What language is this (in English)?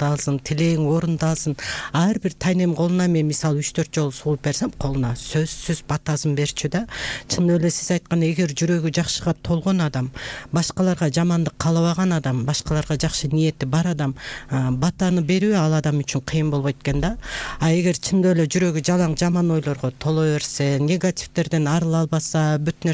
Kyrgyz